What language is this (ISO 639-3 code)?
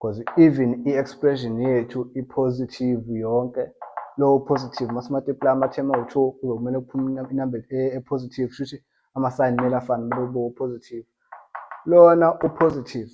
zul